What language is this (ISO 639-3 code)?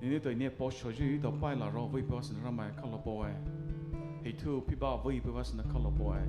pmx